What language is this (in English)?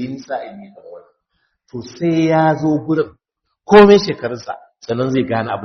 Hausa